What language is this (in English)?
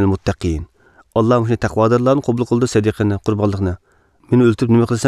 Uyghur